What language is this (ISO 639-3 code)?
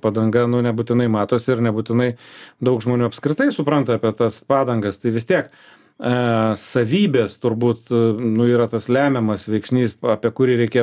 lit